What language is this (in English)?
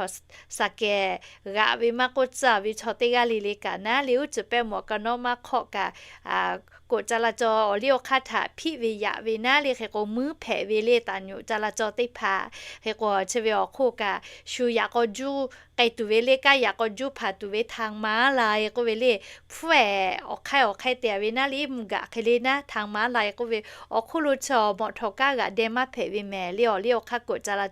Lahu